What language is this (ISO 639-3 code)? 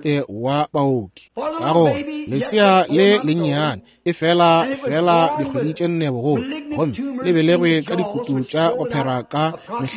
nso